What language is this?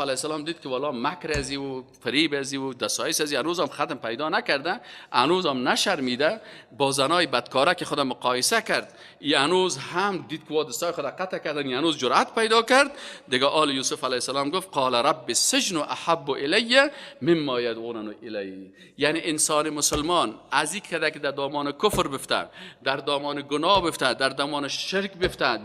Persian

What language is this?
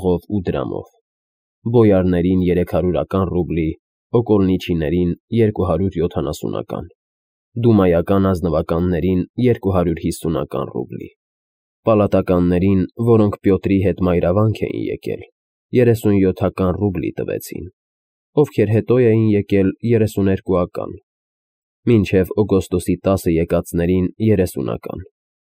Armenian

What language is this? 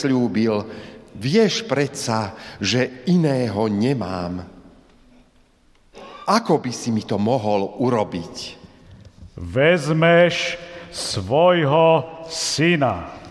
Slovak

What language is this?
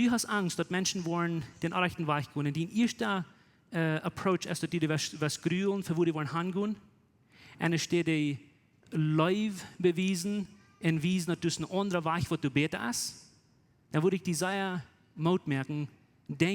Plautdietsch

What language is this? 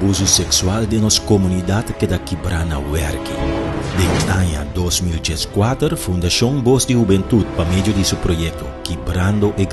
Papiamento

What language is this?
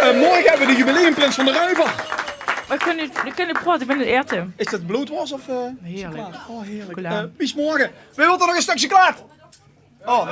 Limburgish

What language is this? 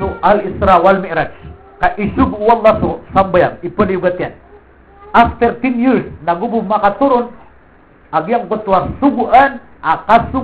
Maranao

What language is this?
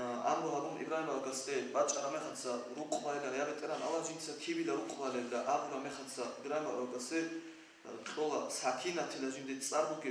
Avaric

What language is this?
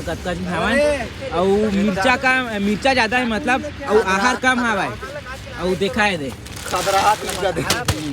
Chhattisgarhi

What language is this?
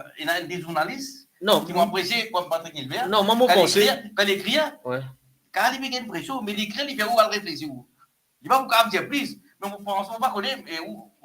Morisyen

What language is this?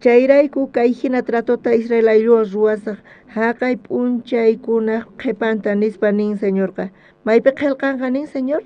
South Bolivian Quechua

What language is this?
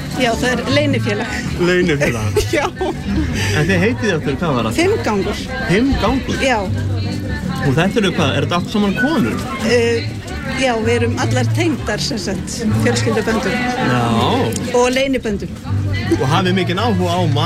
Icelandic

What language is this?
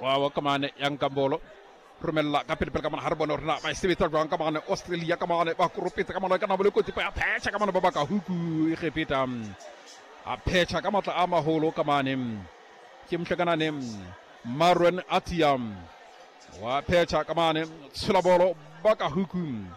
Southern Sotho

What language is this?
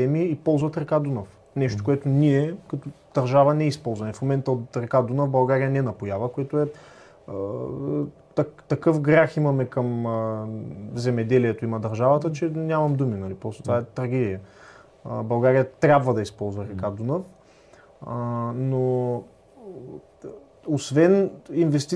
Bulgarian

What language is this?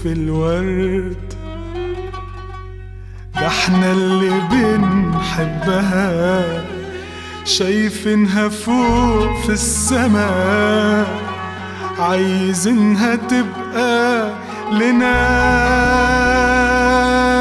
Egyptian Arabic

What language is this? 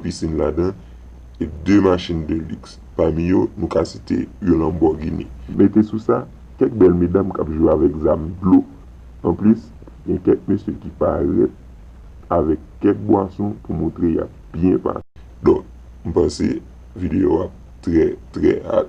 Haitian Creole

